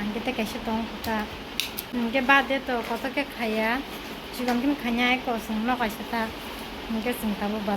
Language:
Kok Borok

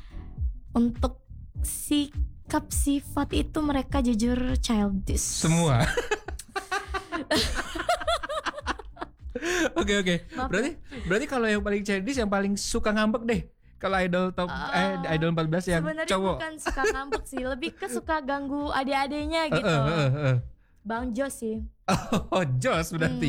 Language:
Indonesian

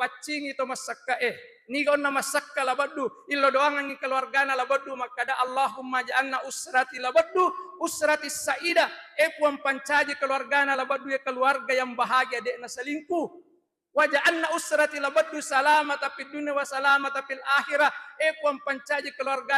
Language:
Buginese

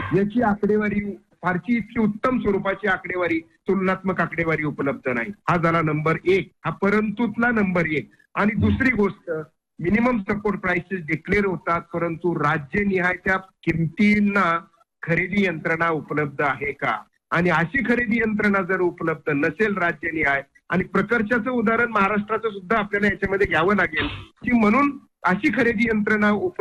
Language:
Marathi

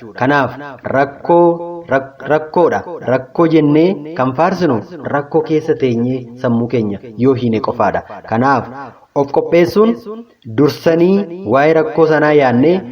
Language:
Oromo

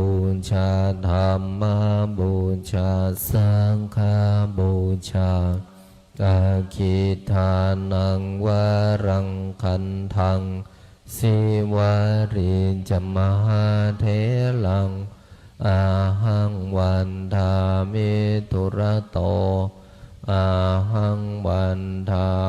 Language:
Pali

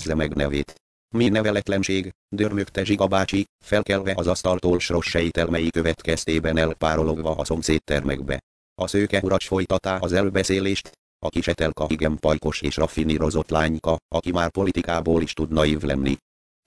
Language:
Hungarian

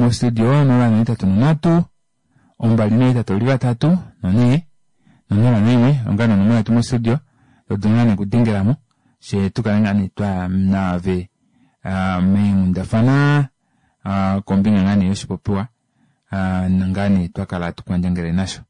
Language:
Kuanyama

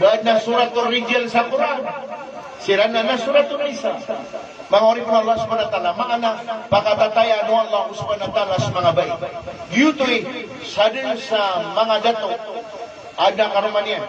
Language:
Maranao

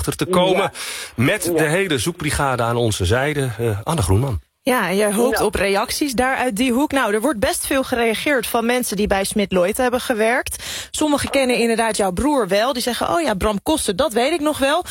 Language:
Dutch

